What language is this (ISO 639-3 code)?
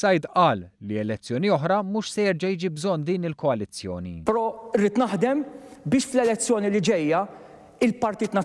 mlt